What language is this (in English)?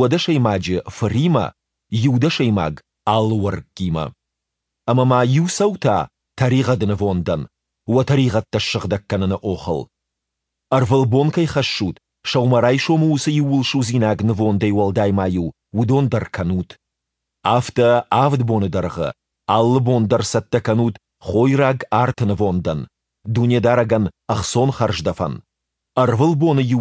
Ossetic